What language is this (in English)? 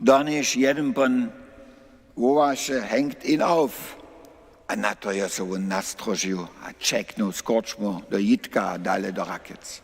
Upper Sorbian